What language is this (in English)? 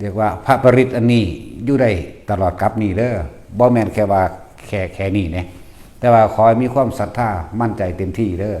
Northeastern Thai